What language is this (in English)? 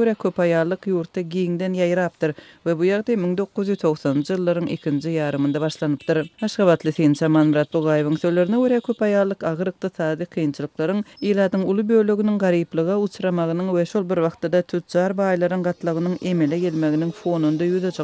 Turkmen